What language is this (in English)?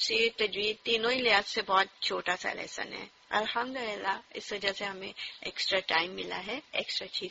Urdu